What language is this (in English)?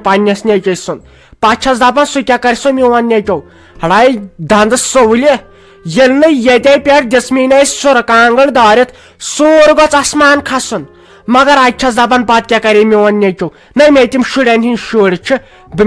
Kashmiri